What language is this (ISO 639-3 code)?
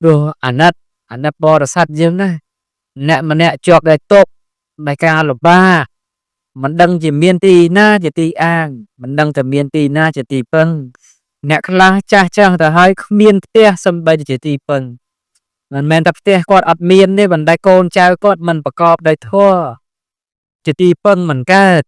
khm